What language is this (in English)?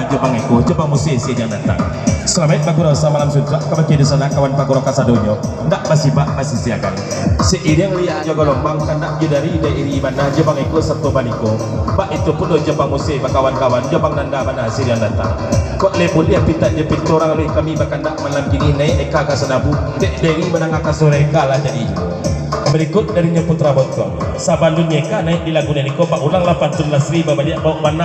Minangkabau